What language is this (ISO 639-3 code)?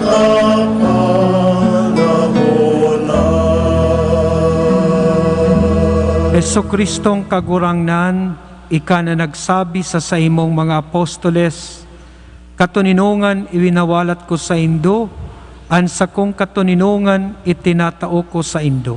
bik